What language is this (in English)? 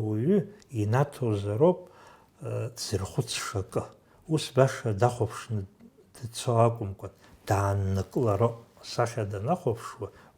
Abkhazian